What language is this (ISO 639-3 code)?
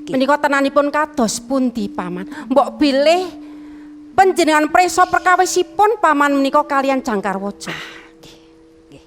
jav